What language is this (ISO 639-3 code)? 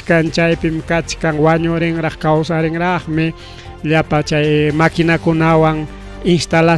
quy